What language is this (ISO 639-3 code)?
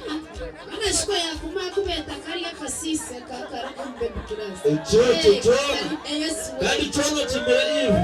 nyn